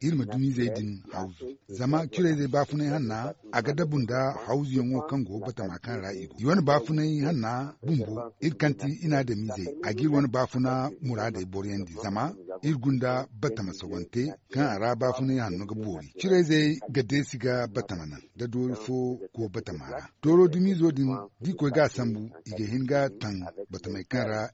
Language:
Zarma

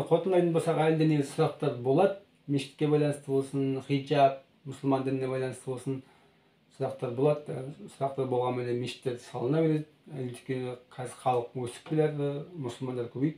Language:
Kazakh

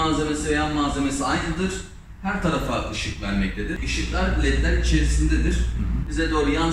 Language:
Turkish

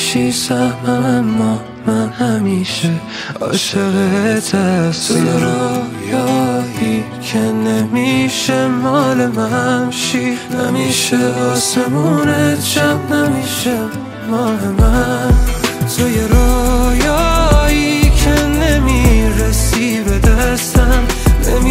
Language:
Persian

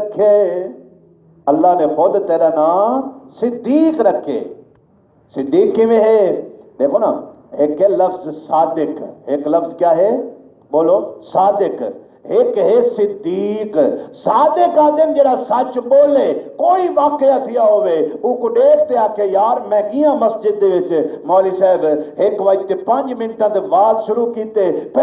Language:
Saraiki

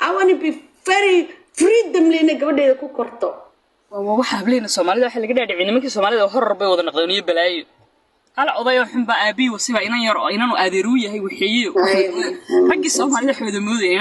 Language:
Somali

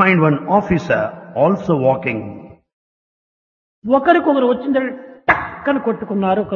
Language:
Telugu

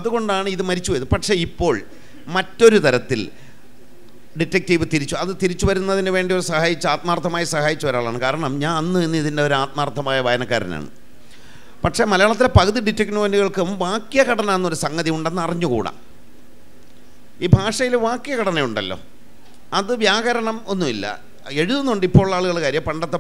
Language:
Malayalam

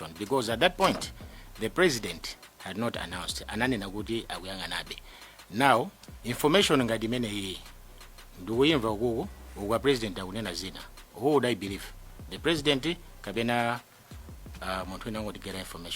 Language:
Nyanja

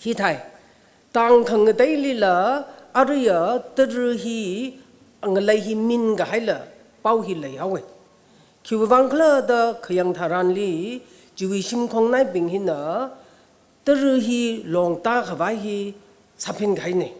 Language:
Tangkhul Naga (India)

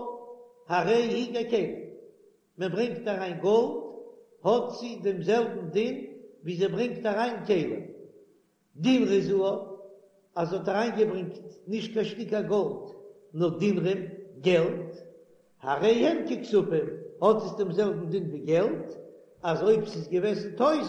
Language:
Yiddish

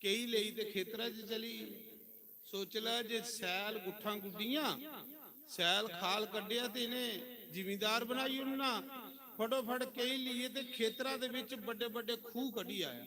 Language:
Dogri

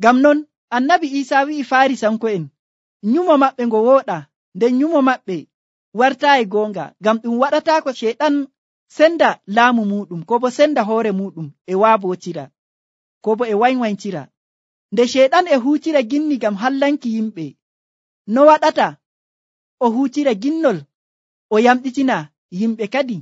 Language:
Nigerian Fulfulde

